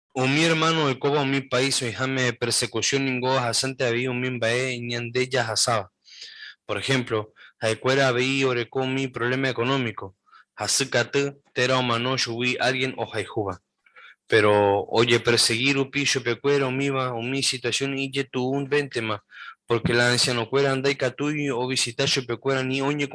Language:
Guarani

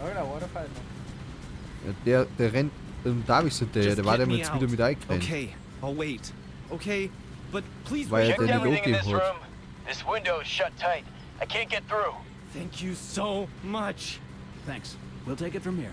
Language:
Bavarian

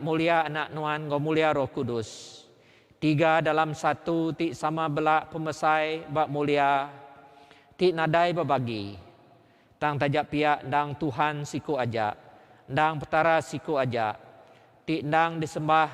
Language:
Iban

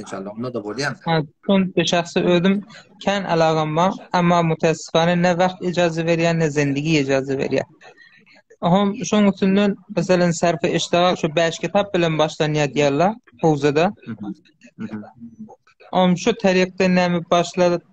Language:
Turkmen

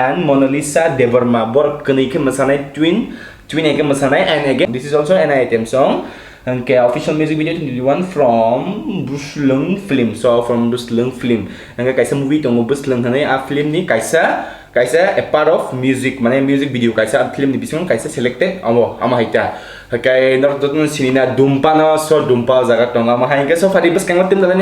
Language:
Kok Borok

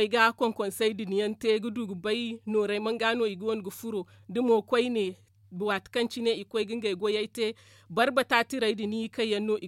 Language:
Zarma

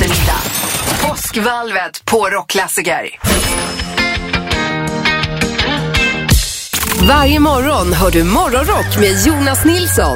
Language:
Swedish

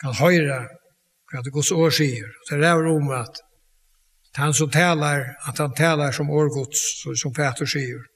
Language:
Faroese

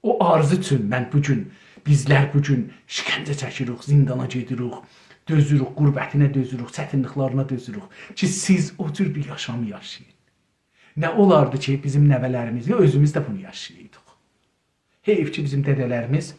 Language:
South Azerbaijani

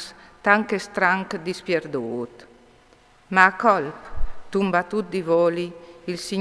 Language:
Friulian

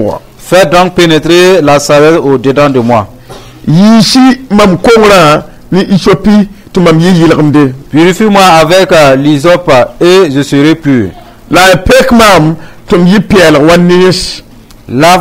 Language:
Mossi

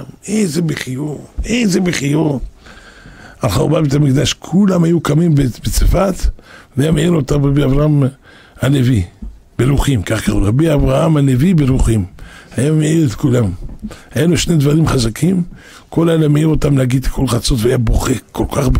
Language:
Hebrew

